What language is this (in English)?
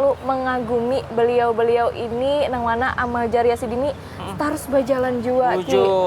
Banjar